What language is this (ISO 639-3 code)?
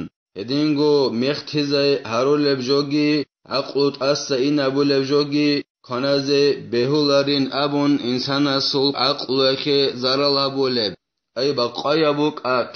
ava